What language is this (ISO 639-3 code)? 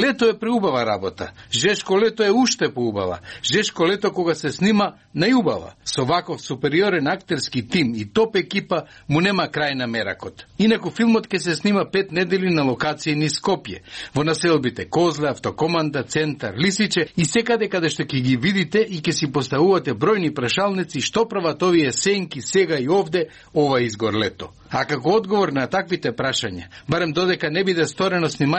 mkd